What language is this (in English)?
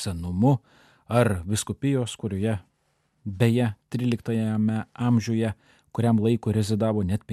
Lithuanian